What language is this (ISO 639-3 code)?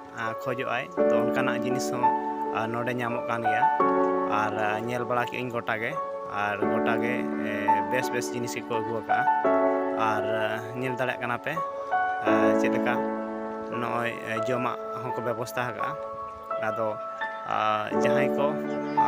sat